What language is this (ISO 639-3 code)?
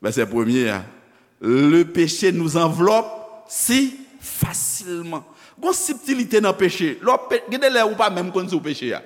hat